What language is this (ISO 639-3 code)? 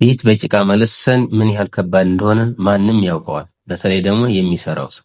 amh